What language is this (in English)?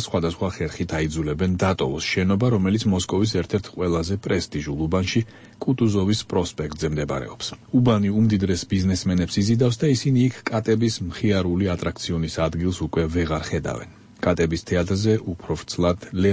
Georgian